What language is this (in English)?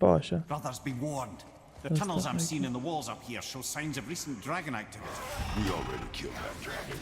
Kurdish